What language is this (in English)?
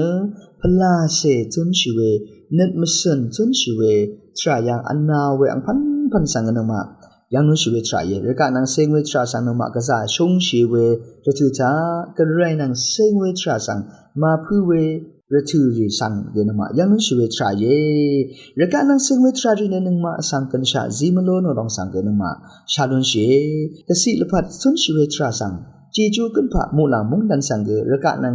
Rawang